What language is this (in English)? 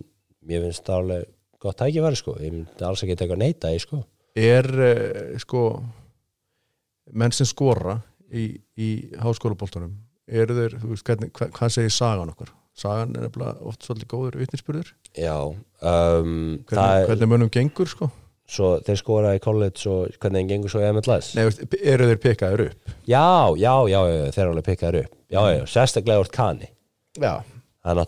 Icelandic